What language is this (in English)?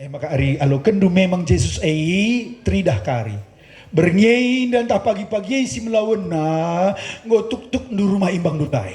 Batak Karo